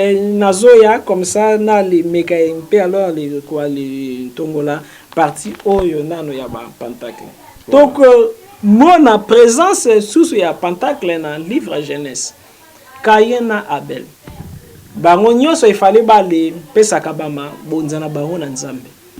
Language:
Lingala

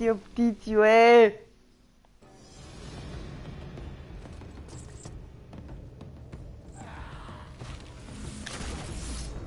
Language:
Bulgarian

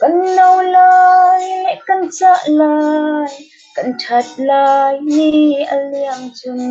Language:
Falam Chin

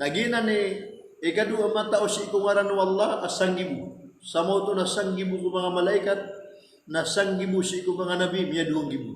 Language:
Maranao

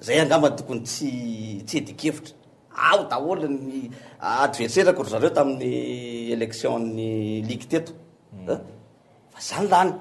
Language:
Malagasy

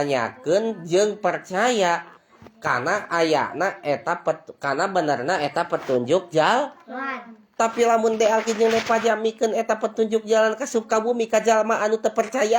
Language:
Sundanese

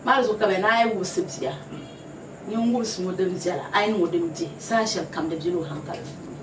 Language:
Dagbani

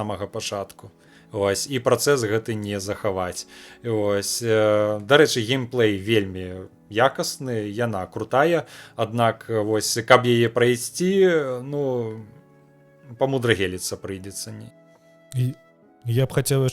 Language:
Belarusian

